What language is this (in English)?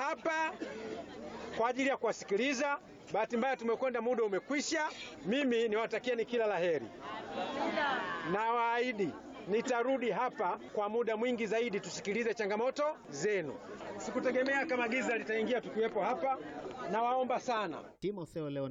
Swahili